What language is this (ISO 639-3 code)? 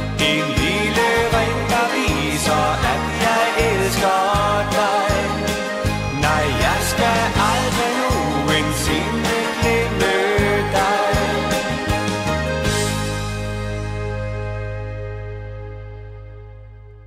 dan